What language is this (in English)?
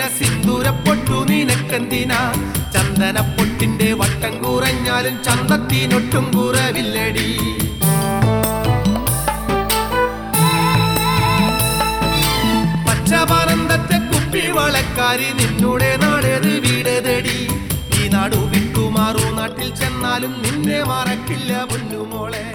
Malayalam